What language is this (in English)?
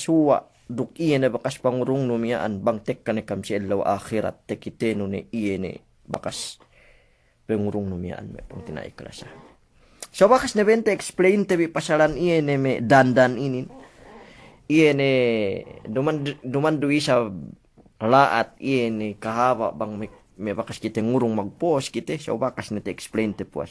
Yakan